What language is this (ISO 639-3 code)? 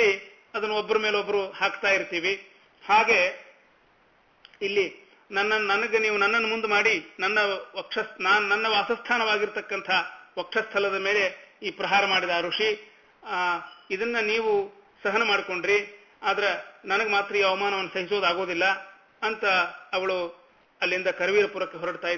kan